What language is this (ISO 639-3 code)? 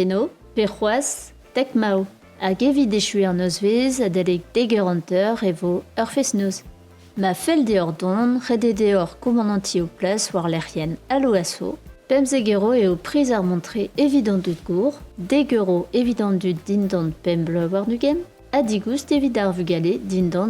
bre